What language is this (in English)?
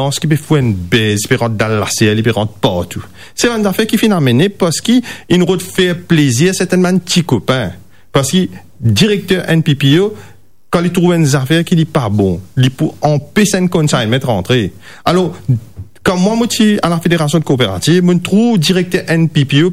Morisyen